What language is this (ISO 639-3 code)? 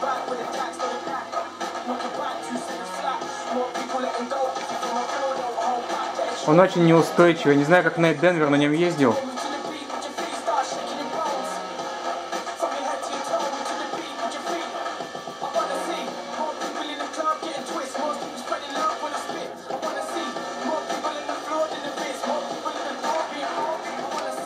rus